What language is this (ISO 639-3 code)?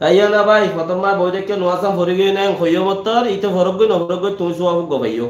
rhg